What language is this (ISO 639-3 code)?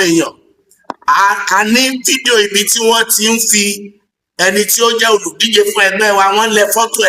yor